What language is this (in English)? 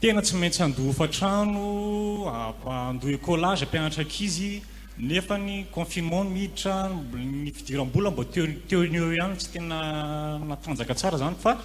Malagasy